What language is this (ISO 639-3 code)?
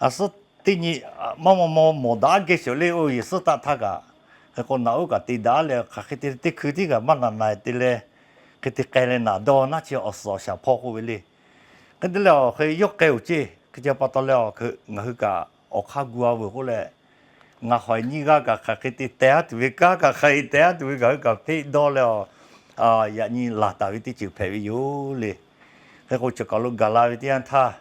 lhu